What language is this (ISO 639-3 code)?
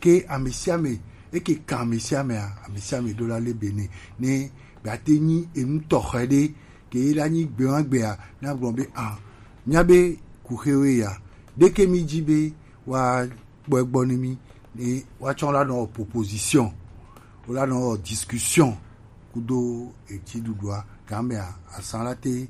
gej